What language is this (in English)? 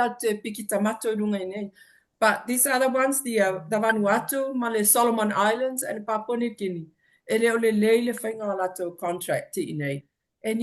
Samoan